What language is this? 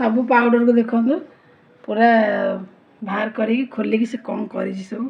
Odia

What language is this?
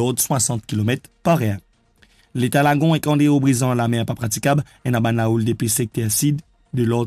Morisyen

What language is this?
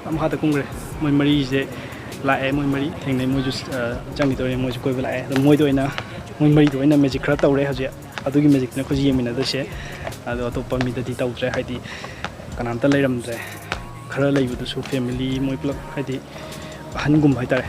Manipuri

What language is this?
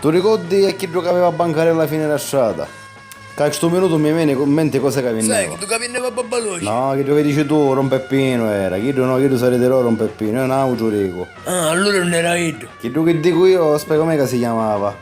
Sicilian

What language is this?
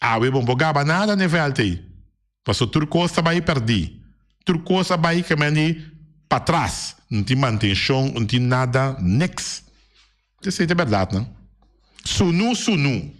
Papiamento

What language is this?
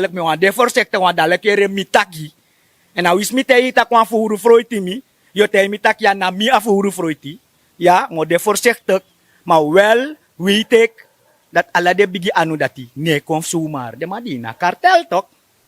Sranan Tongo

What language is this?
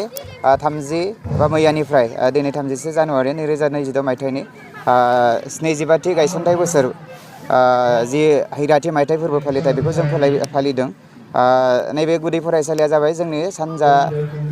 Bodo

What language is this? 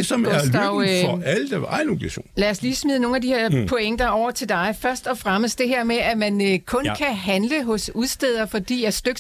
Danish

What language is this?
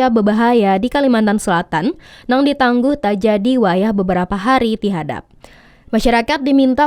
Banjar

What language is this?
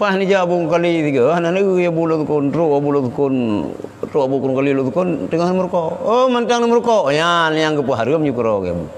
Achinese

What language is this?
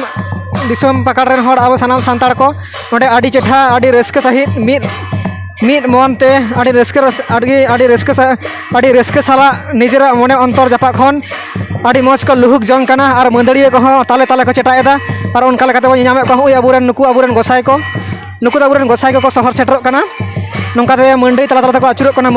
Santali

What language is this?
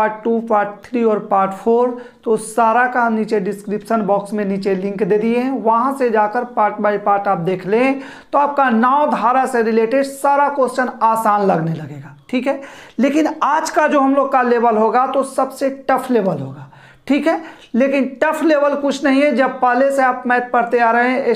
Hindi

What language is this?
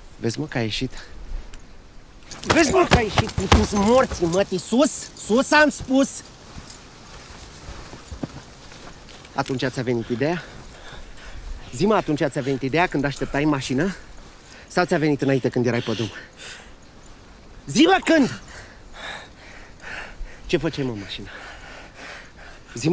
Romanian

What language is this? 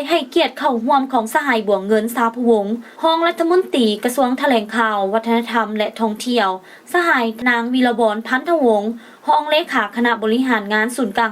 Lao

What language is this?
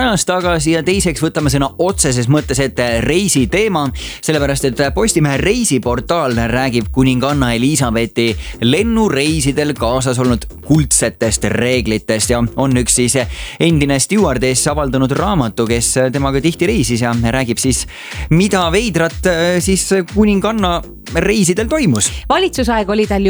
Estonian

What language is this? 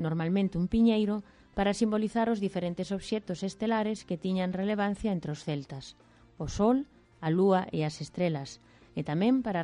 Galician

